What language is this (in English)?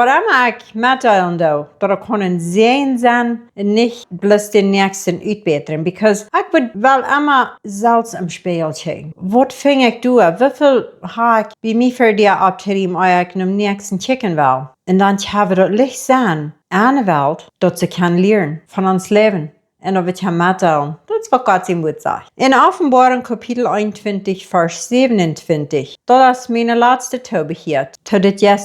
Plautdietsch